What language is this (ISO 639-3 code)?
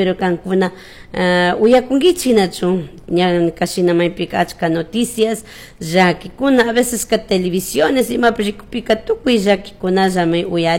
qug